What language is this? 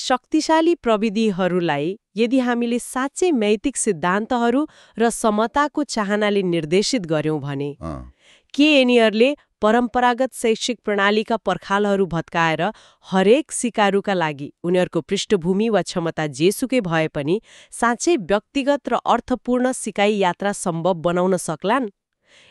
Nepali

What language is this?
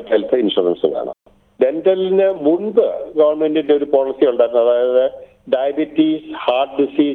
Malayalam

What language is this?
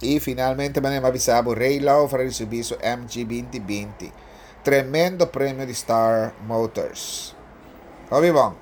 Papiamento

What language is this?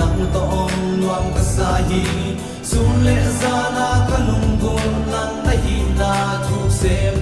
Paite Chin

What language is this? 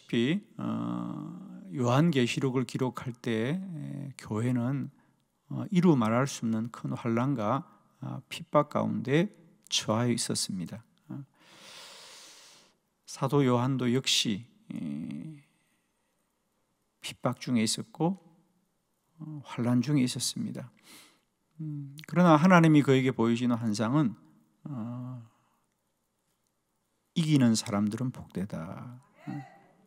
Korean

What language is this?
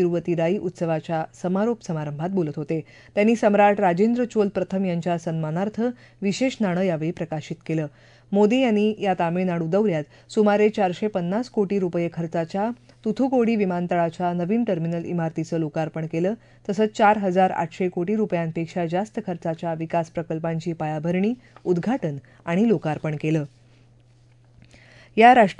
Marathi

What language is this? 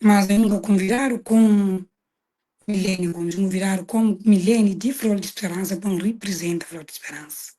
Kabuverdianu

